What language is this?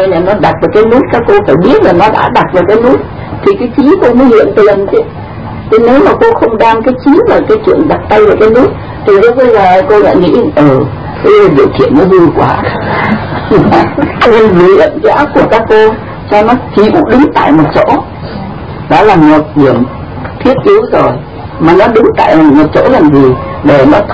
Vietnamese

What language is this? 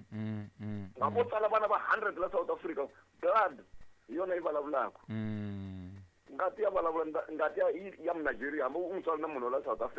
Tsonga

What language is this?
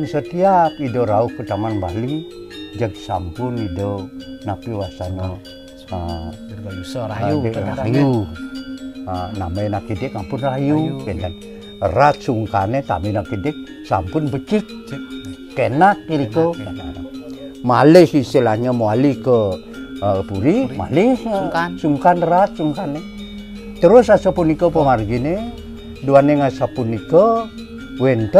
Balinese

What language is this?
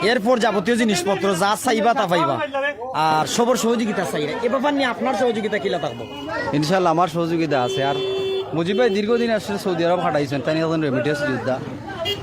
Sylheti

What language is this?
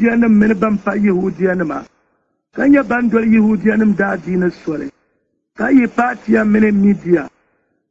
Dagbani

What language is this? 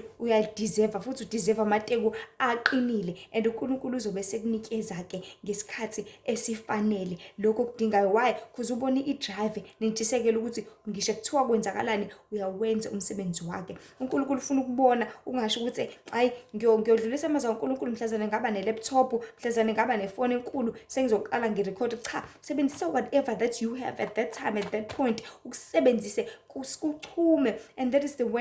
Zulu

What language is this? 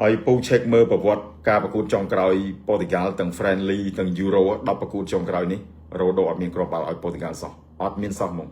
Khmer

